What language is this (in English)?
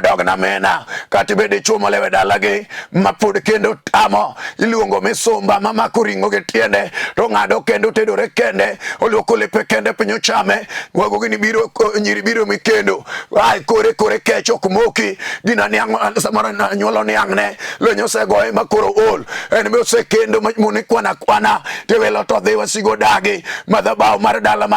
Luo (Kenya and Tanzania)